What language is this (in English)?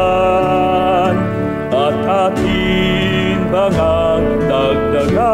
Filipino